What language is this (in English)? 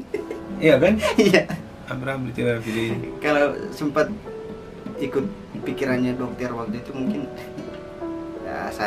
Indonesian